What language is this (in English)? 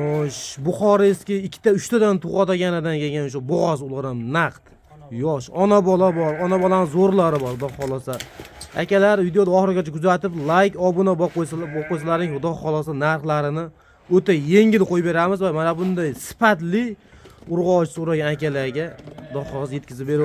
Uzbek